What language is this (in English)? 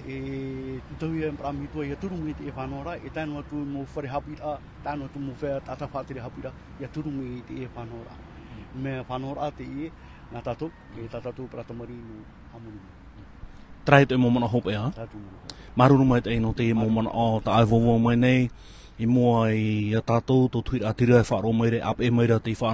Tahitian